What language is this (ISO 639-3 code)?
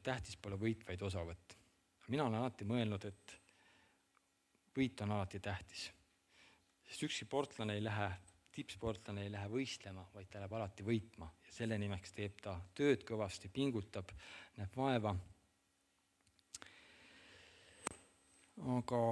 est